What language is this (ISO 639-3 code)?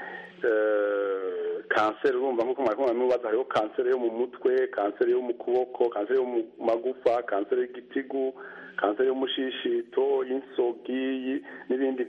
kin